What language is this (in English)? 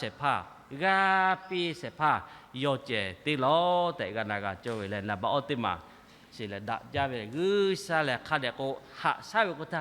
Lahu